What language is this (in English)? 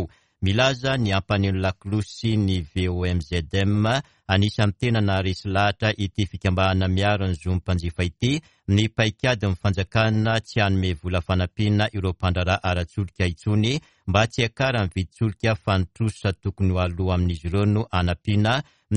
Malagasy